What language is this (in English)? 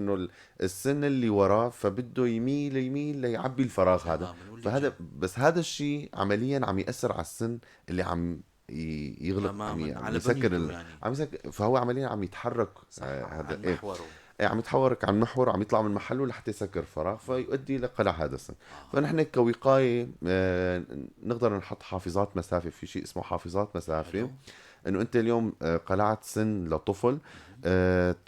North Levantine Arabic